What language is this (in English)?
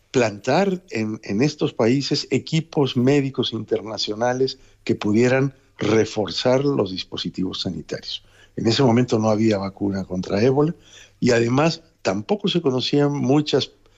Spanish